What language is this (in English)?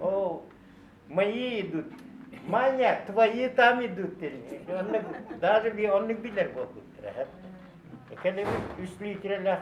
Yakut